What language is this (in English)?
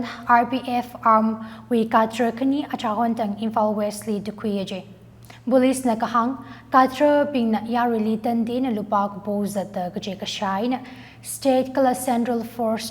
Tangkhul Naga (India)